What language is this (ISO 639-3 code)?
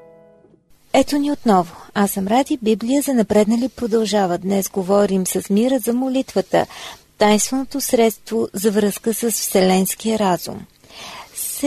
bul